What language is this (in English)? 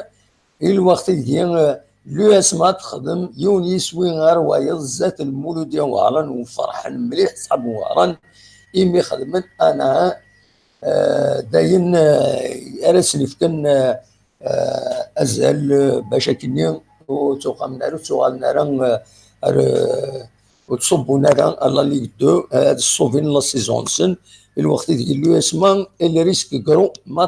Kabyle